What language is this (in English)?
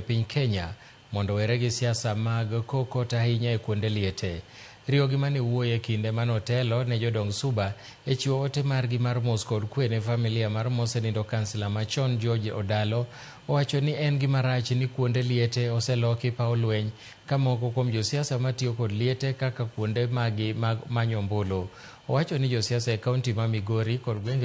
Luo (Kenya and Tanzania)